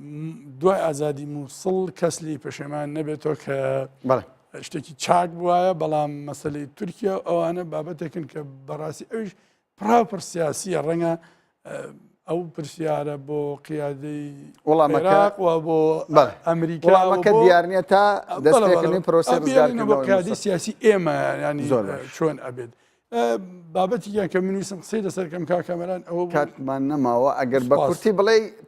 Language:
Central Kurdish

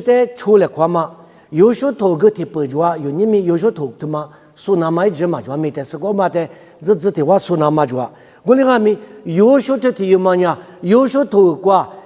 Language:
Lisu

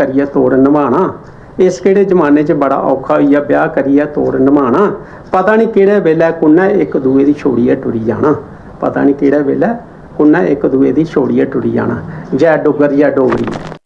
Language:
Dogri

